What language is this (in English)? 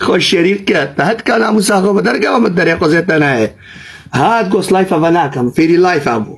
Kurdish